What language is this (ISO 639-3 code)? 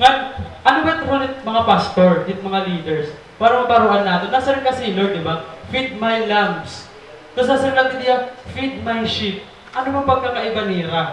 war